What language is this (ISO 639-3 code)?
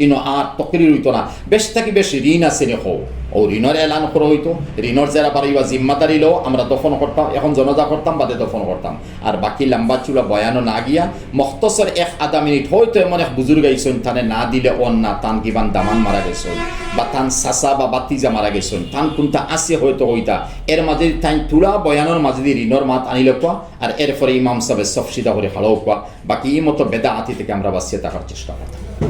syl